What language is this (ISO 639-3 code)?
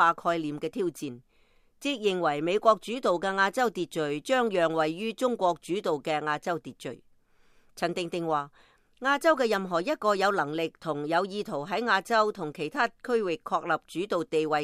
yue